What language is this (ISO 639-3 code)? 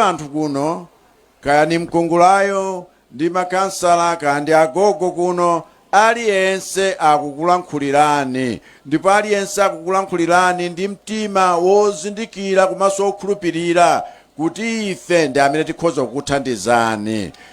nya